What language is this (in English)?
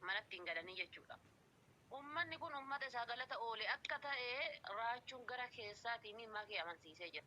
Oromo